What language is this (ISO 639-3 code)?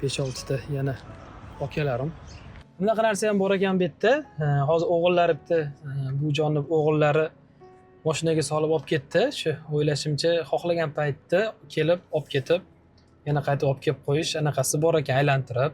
uzb